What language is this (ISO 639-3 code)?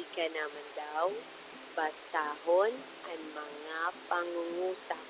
bik